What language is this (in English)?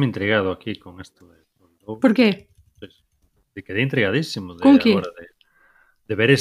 Galician